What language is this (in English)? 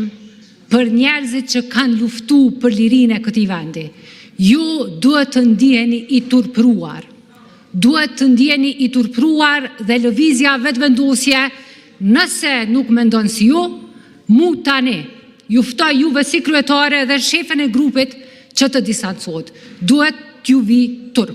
Albanian